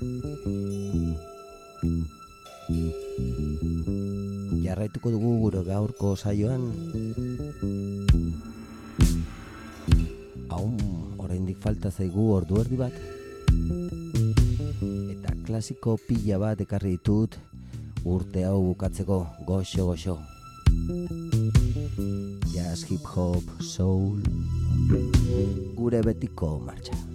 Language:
Basque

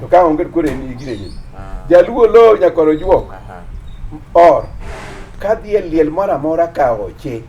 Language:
Luo (Kenya and Tanzania)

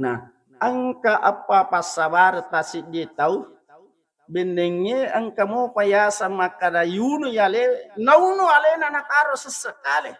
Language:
Buginese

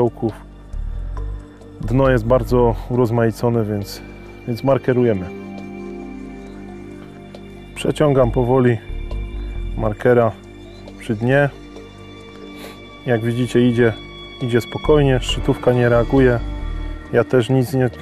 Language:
Polish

